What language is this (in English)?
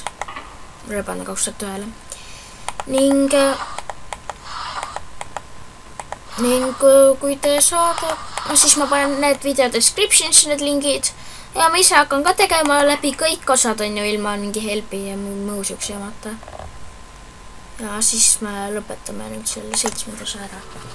Estonian